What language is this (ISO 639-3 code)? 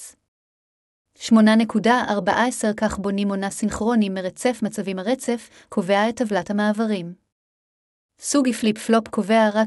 heb